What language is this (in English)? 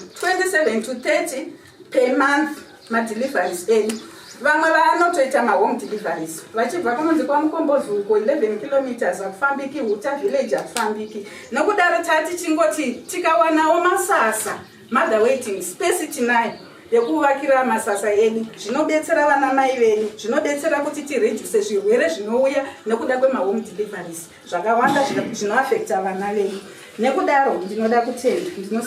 Shona